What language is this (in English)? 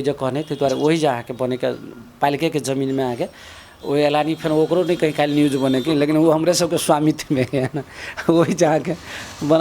Maithili